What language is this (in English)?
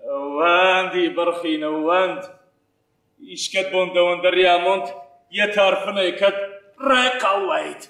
Ossetic